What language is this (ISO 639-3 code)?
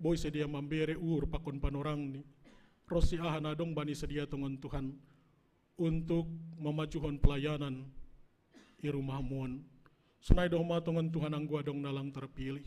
bts